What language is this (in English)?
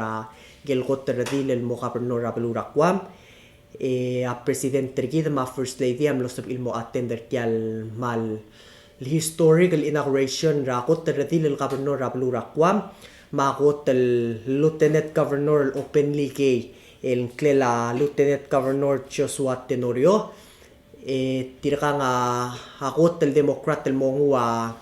Palauan